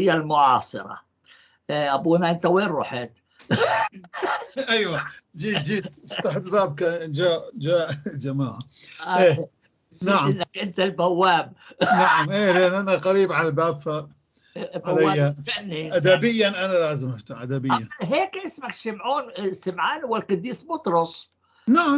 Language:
North Levantine Arabic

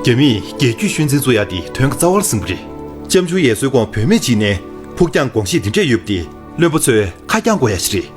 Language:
Tibetan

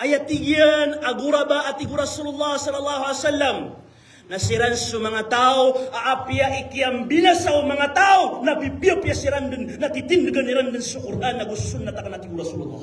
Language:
Maranao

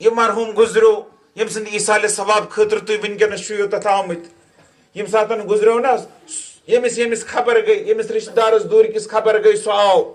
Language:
Kashmiri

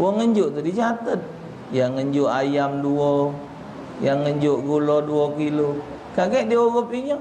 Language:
Musi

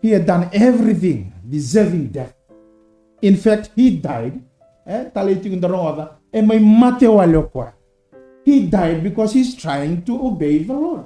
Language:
Fijian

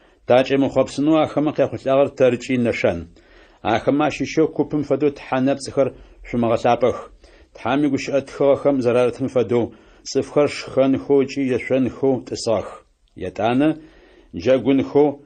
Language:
Adyghe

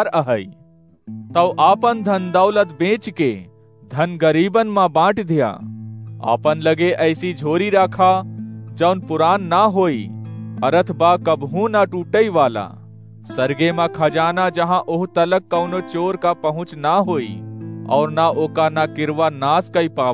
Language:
Awadhi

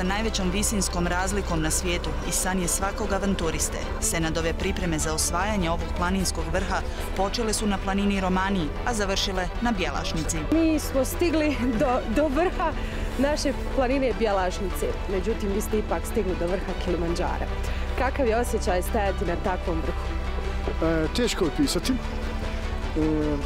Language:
Bosnian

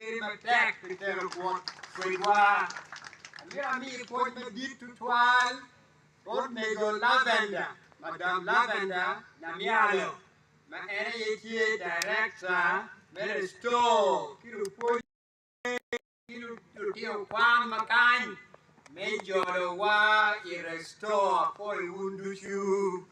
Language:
Acoli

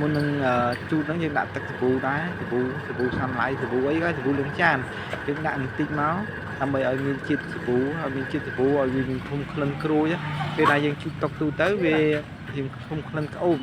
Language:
Khmer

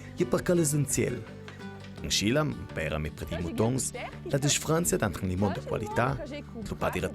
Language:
Ladin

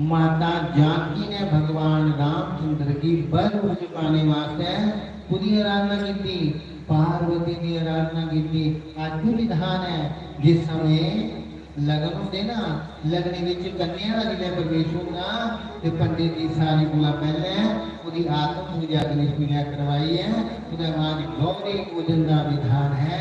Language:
Dogri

